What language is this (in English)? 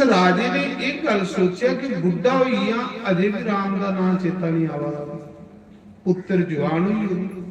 Dogri